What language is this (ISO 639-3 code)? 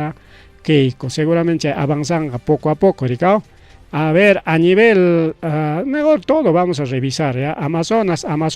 quy